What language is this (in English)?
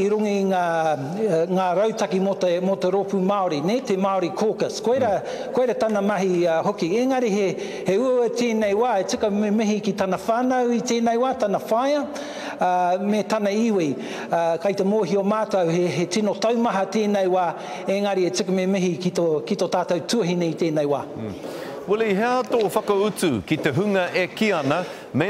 Māori